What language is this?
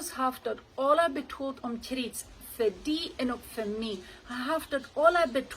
Plautdietsch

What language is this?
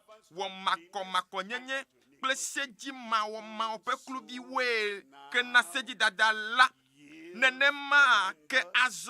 Ewe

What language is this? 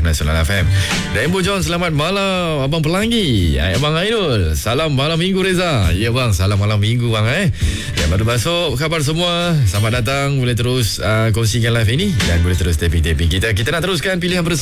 Malay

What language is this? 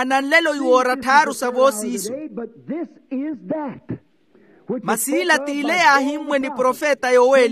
Makhuwa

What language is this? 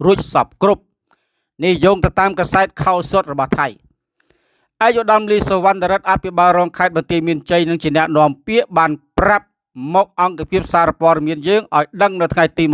Khmer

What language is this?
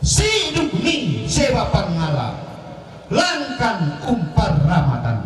Toraja-Sa'dan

